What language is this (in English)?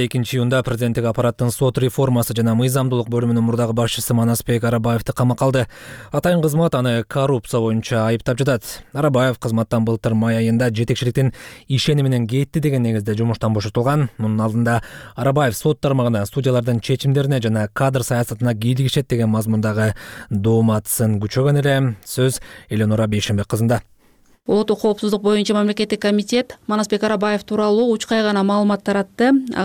Kyrgyz